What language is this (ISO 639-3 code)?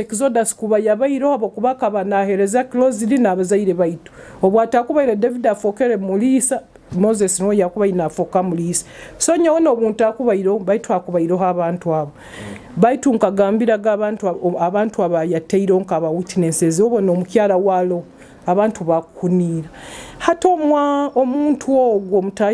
nyo